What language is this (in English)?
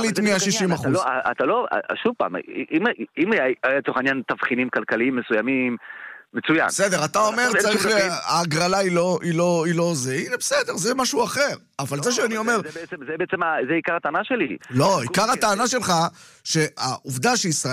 Hebrew